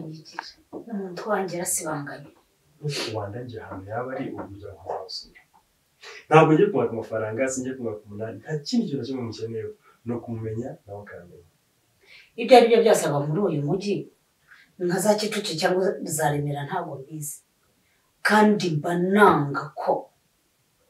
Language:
Kinyarwanda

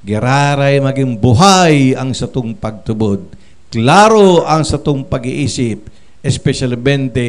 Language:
Bikol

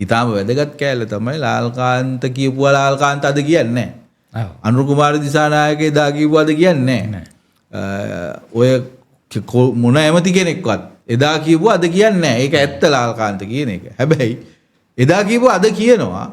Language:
Sinhala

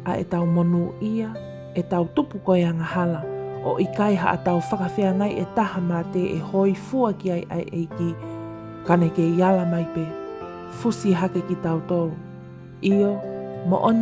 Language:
Tongan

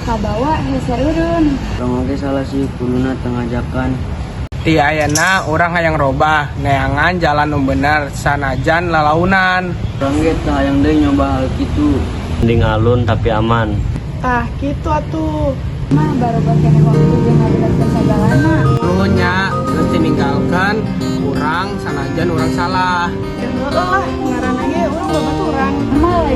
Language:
Sundanese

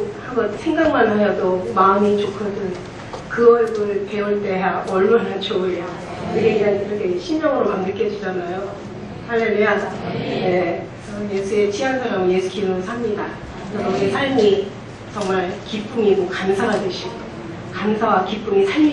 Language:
Korean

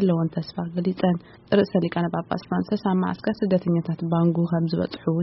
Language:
Tigrinya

